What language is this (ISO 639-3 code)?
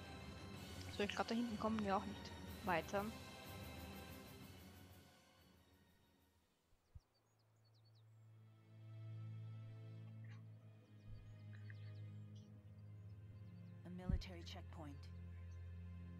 deu